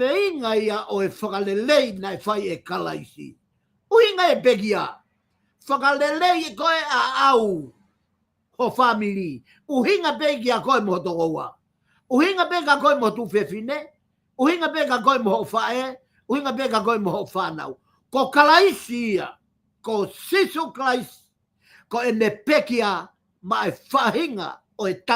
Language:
Tongan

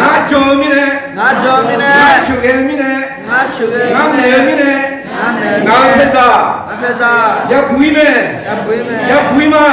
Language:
Akha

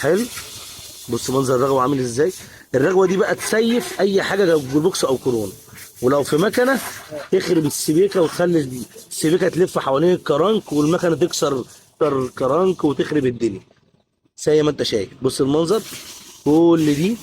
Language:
Egyptian Arabic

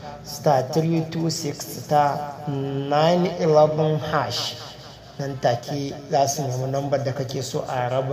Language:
Hausa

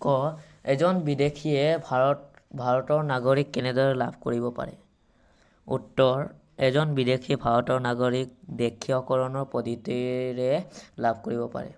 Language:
Assamese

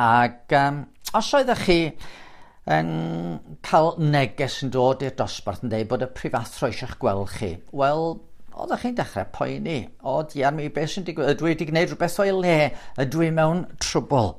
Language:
Welsh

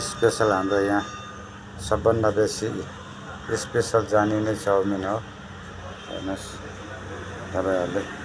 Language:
Nepali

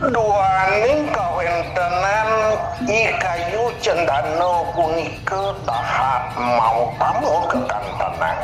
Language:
Balinese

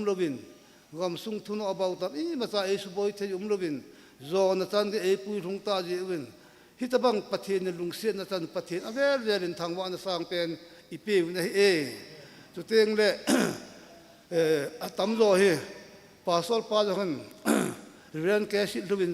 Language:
Thado Chin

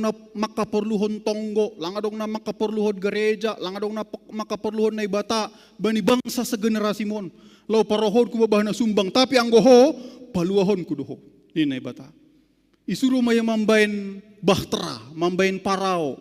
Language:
Batak Simalungun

